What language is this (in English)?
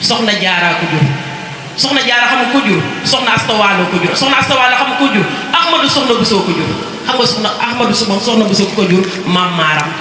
Wolof